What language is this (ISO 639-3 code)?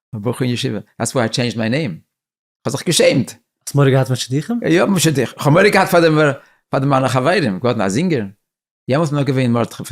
yid